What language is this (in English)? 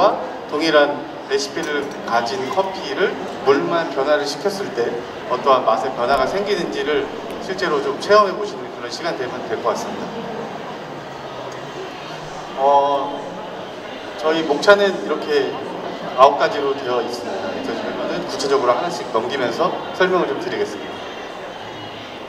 Korean